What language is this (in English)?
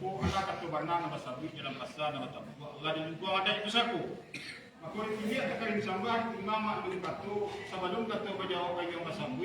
Minangkabau